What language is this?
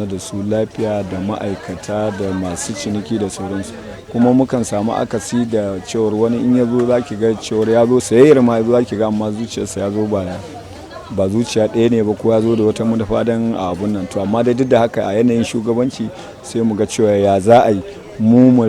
Hausa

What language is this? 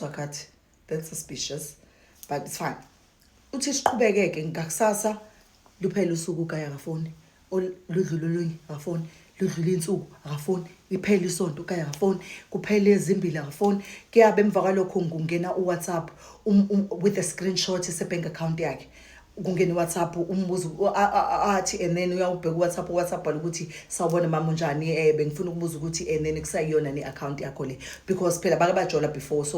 Zulu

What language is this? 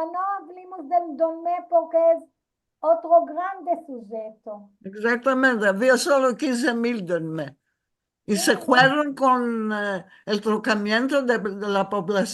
Ladino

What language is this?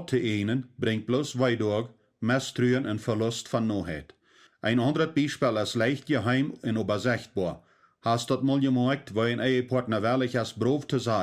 Plautdietsch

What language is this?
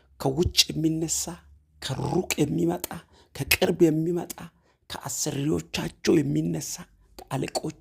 Amharic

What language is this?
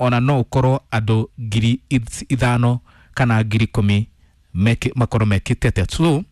Kikuyu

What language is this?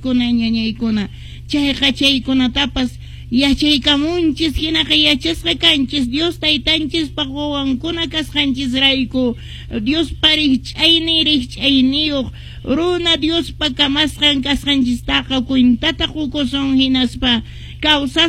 Quechua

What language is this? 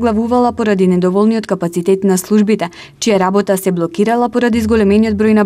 Macedonian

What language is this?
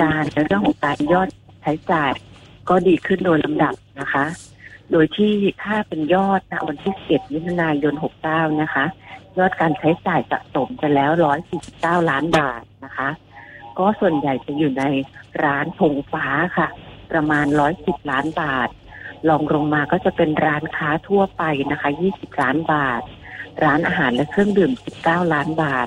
Thai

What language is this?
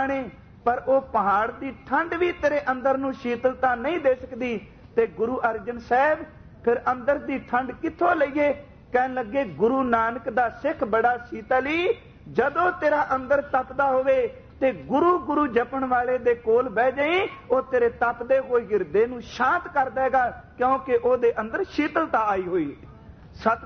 Punjabi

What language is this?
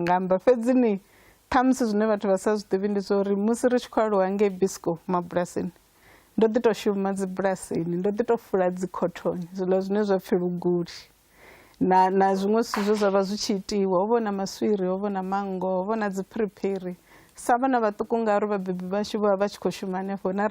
Venda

